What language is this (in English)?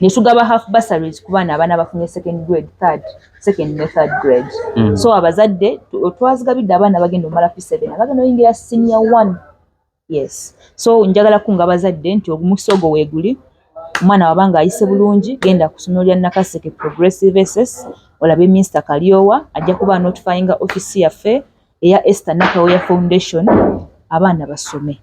Ganda